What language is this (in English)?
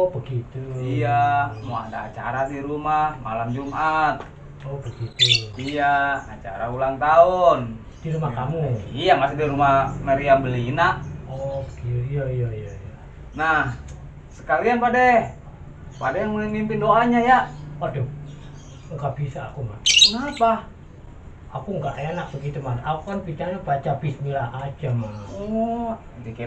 Betawi